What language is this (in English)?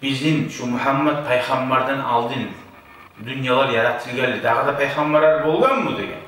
Kumyk